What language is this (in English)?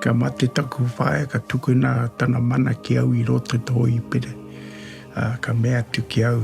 Māori